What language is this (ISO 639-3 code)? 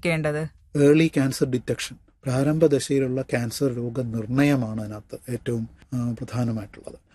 mal